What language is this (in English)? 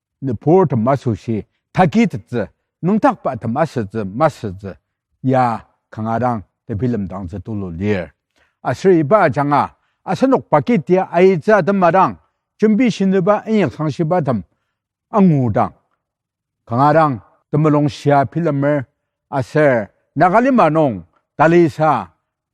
Ao Naga